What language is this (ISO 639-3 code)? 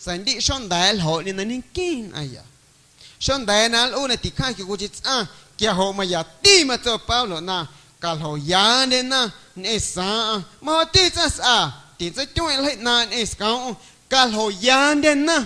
amu